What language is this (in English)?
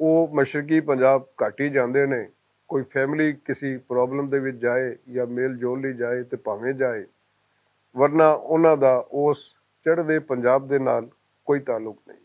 Western Panjabi